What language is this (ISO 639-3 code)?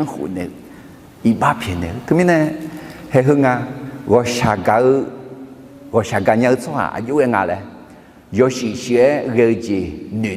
ahk